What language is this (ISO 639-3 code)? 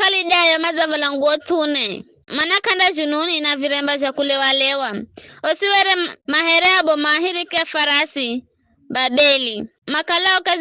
nyf